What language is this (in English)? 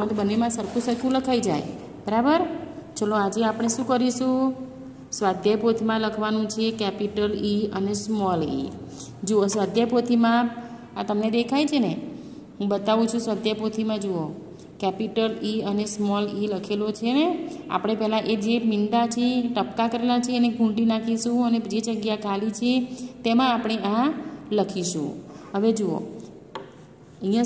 Gujarati